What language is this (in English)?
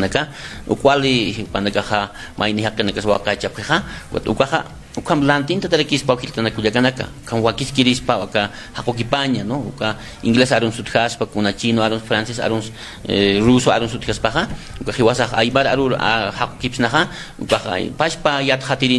Aymara